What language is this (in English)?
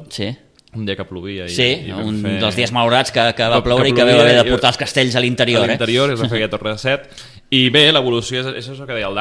Catalan